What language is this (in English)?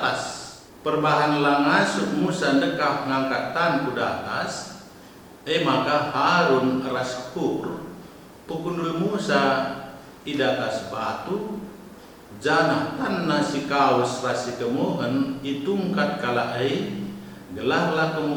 Batak Karo